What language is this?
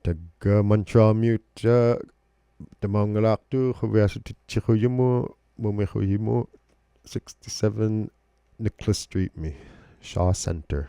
Inuktitut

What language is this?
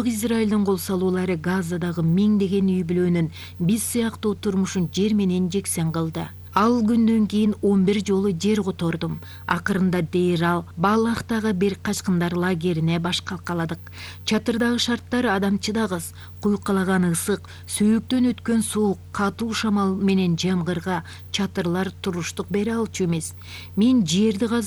Kyrgyz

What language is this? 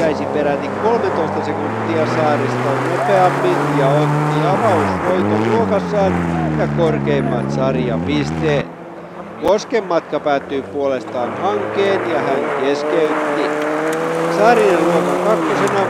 Finnish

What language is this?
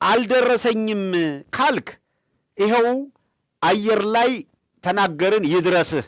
Amharic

